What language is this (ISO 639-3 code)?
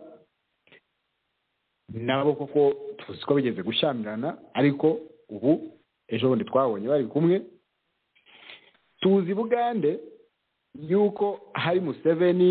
kin